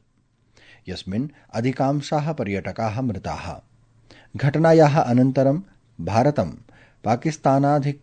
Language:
Sanskrit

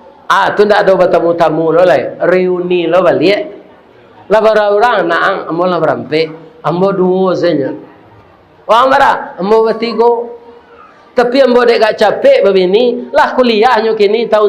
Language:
Minangkabau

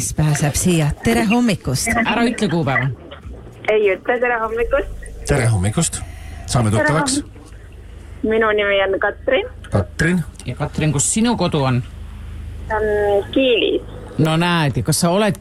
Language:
Estonian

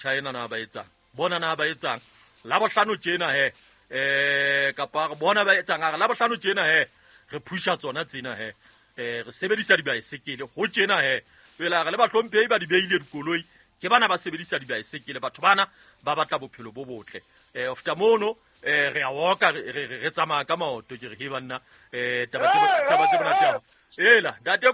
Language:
Southern Sotho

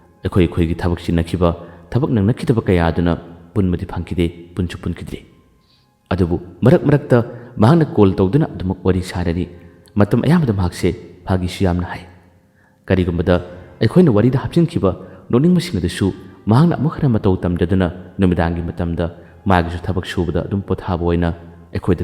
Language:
Manipuri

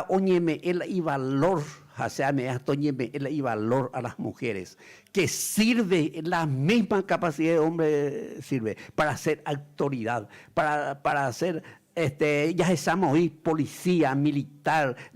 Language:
Guarani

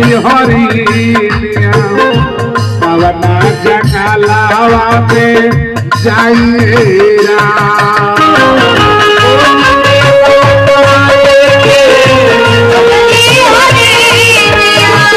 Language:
Bhojpuri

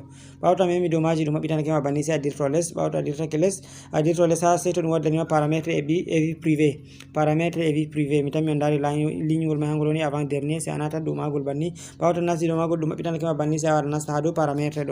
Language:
Fula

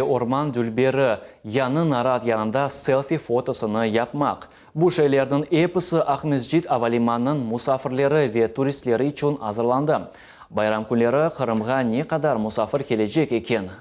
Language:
Crimean Tatar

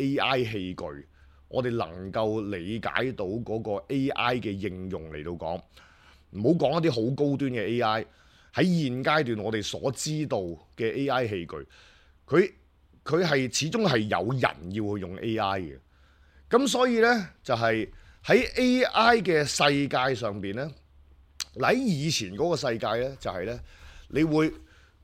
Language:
Cantonese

